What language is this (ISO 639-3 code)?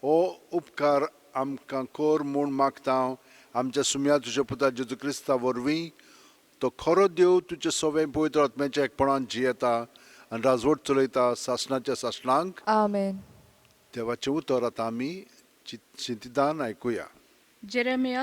kok